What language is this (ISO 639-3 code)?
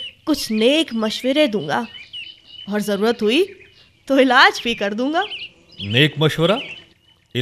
hin